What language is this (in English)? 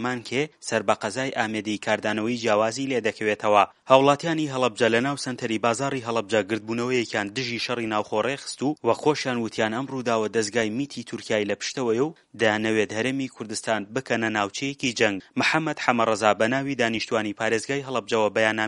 Central Kurdish